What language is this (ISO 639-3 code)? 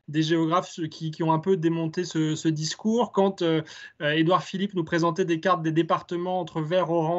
fra